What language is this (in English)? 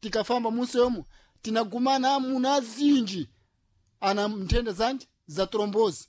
Sena